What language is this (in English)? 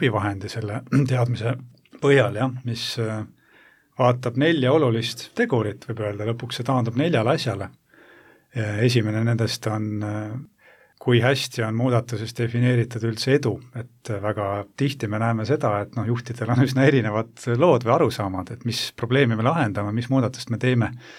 Estonian